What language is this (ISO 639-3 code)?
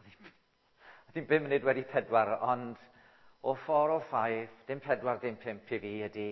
cym